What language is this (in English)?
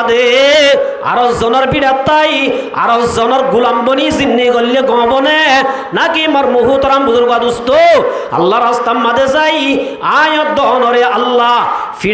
Rohingya